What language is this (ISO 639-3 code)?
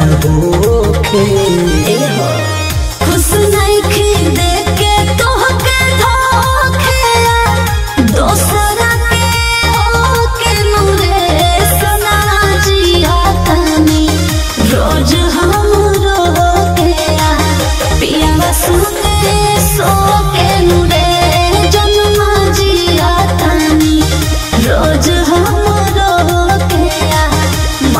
bho